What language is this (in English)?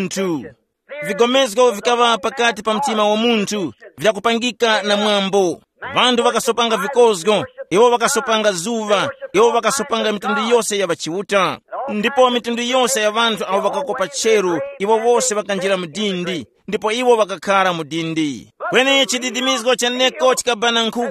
Tumbuka